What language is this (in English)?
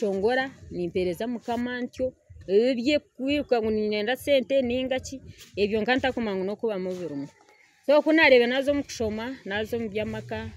Nyankole